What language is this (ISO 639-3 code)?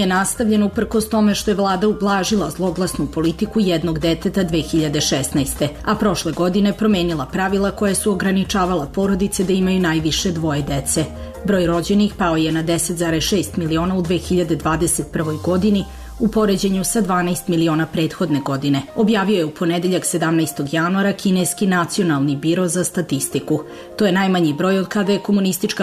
srp